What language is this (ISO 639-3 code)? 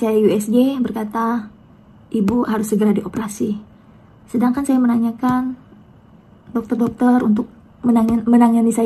ind